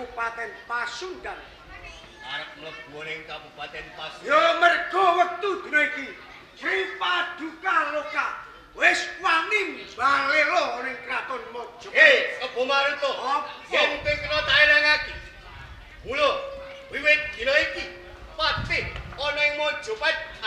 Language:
Javanese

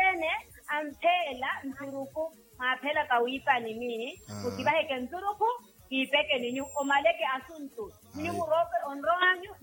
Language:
Makhuwa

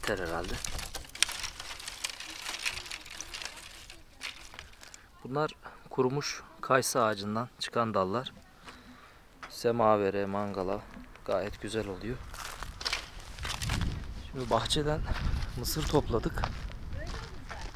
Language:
Turkish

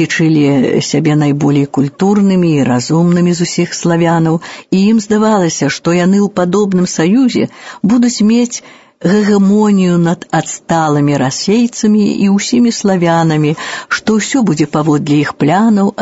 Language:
Belarusian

